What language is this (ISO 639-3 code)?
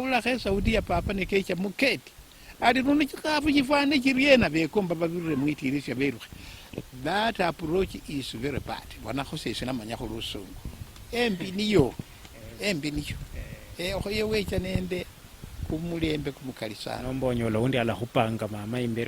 luy